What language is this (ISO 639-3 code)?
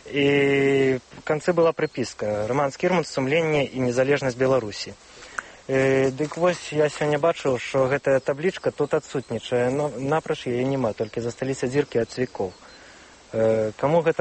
bel